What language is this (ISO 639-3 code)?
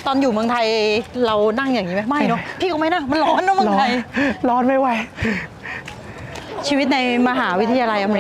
tha